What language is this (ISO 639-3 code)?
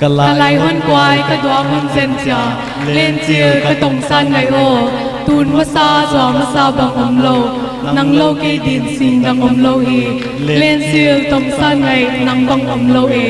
pck